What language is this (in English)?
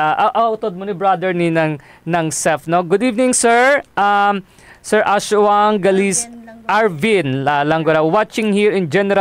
Hiligaynon